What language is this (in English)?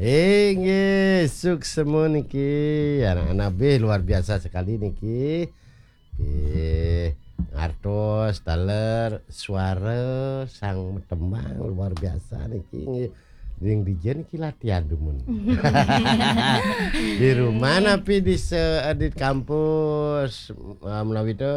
Balinese